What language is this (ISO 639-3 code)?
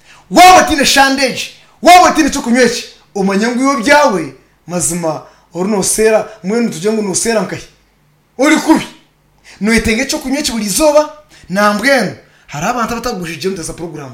nyn